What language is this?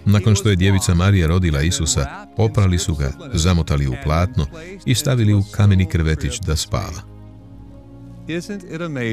Croatian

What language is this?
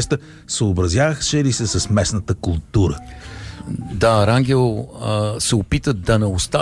Bulgarian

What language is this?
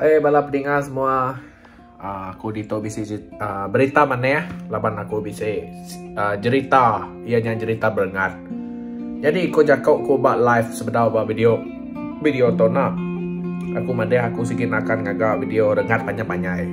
Iban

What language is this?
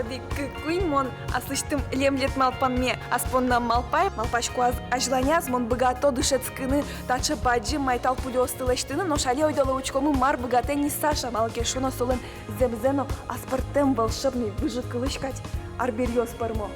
Udmurt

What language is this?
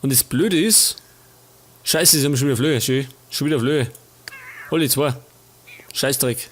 Bavarian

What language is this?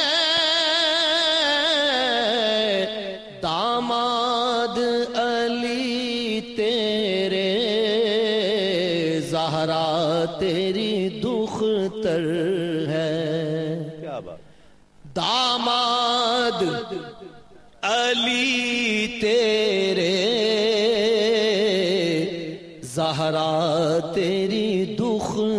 Urdu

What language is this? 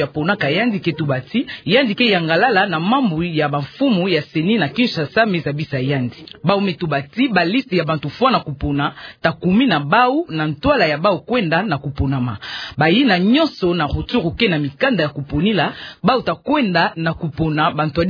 Kituba (Democratic Republic of Congo)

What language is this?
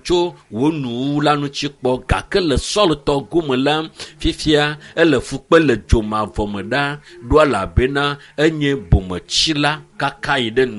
Ewe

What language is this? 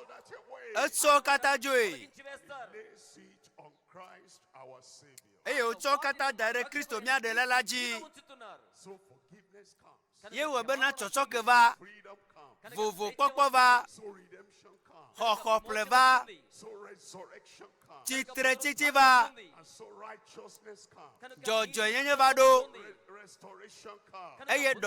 Ewe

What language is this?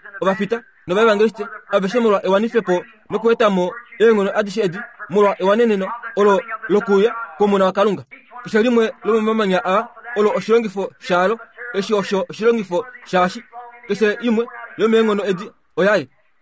Kuanyama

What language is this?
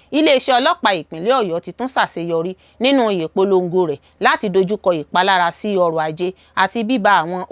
Yoruba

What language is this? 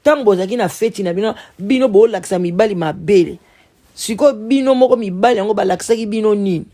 Lingala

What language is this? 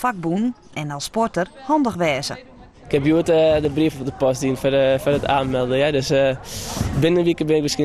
Western Frisian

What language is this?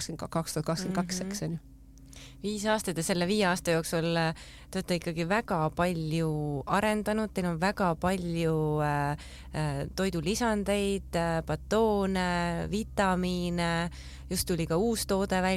Estonian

